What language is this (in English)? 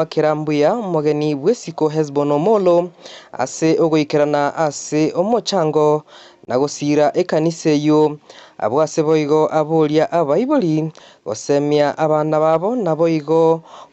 Gusii